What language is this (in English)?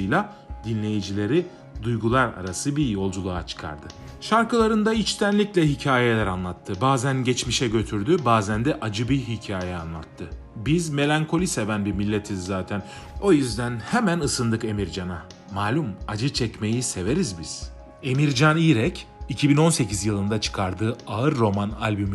Turkish